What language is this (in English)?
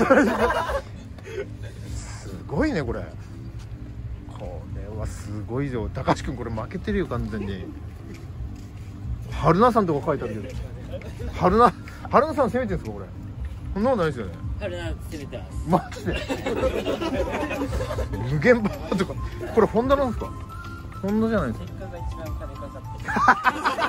Japanese